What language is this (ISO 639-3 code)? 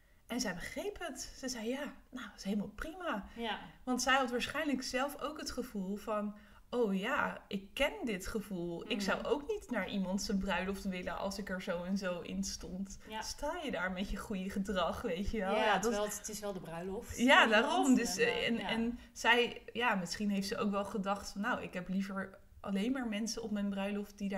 nld